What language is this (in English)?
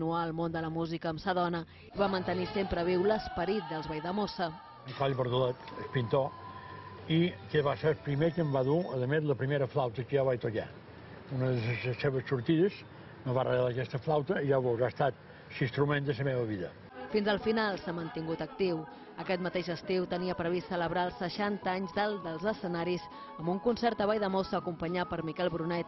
Catalan